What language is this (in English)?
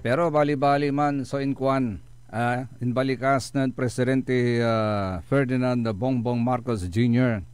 Pangasinan